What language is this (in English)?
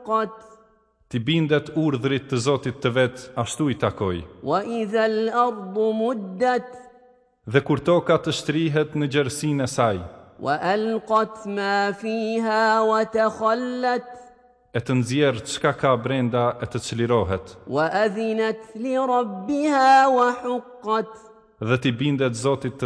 Albanian